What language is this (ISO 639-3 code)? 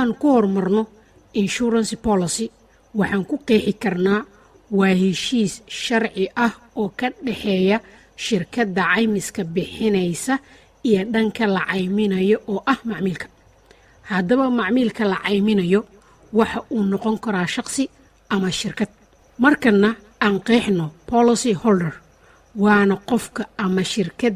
som